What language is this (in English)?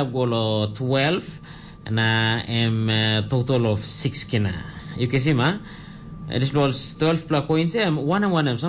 Tok Pisin